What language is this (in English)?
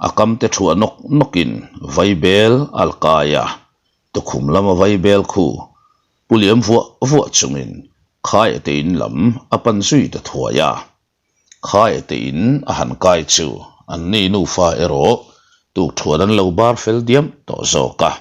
Mizo